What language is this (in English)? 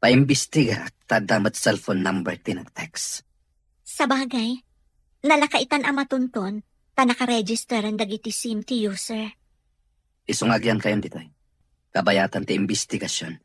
Iloko